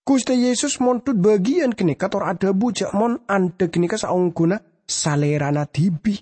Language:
Madurese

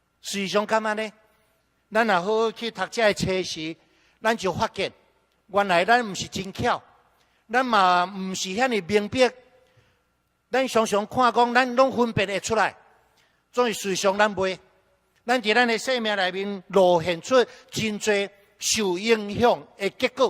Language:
Min Nan Chinese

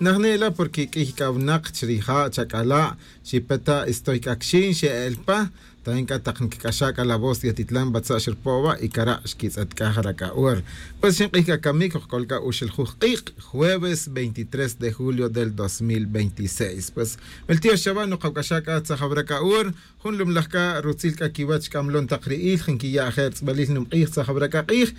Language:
Kaqchikel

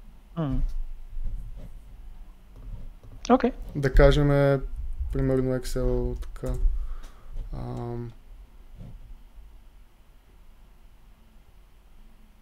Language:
Bulgarian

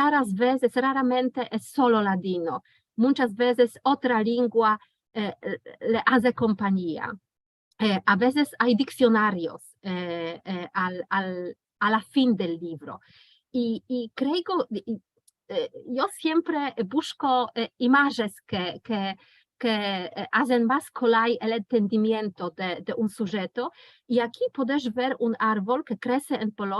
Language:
Ladino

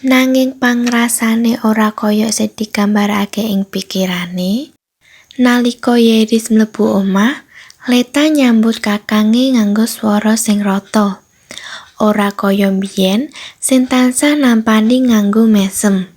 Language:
Javanese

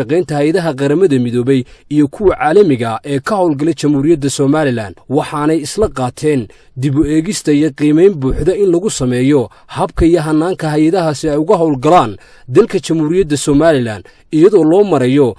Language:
Somali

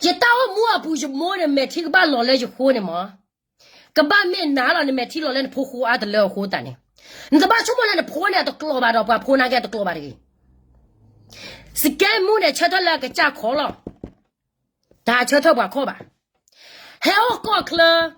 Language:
S'gaw Karen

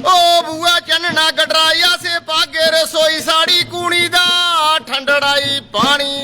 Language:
Dogri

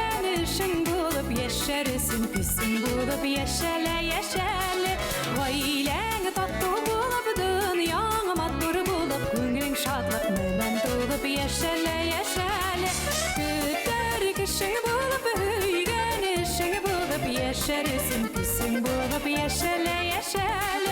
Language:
Bashkir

